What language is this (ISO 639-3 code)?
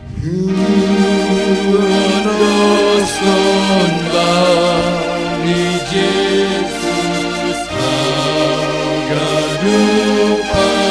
bts